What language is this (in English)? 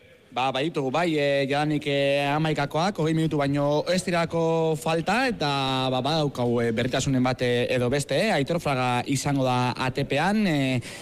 Basque